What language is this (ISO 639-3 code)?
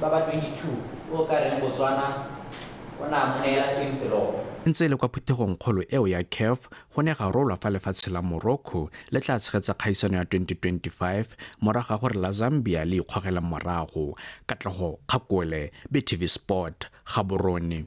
tsn